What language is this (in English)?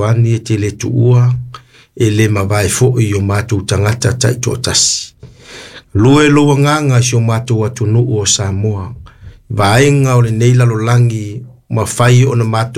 Samoan